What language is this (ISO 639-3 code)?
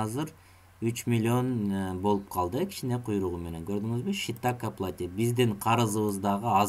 kir